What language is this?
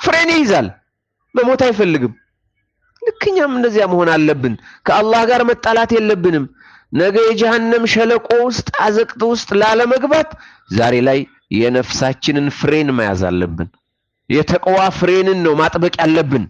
Amharic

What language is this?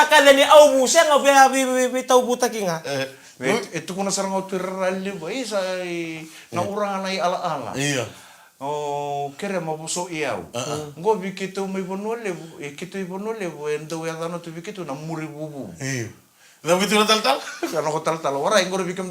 Fijian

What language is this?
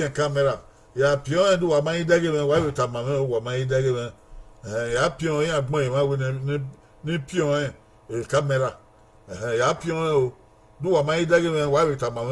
Bini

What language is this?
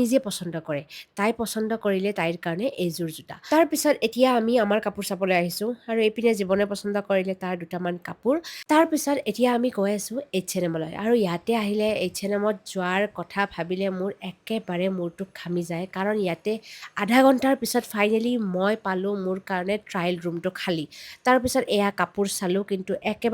Assamese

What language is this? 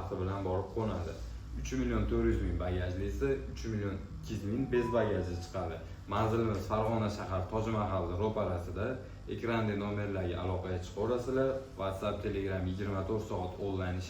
Uzbek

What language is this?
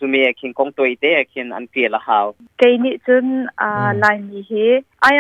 Hakha Chin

